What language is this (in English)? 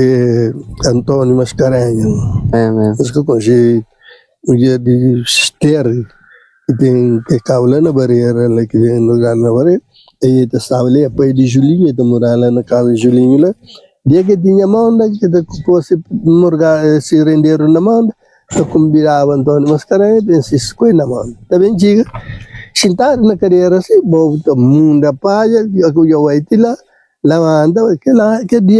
Kabuverdianu